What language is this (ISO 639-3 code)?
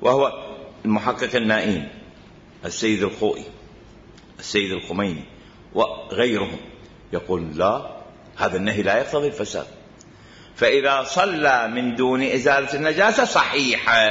acm